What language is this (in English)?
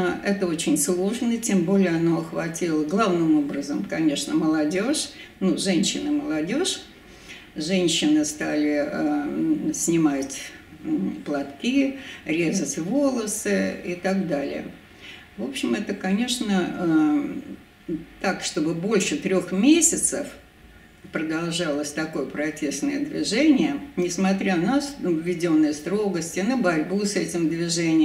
Russian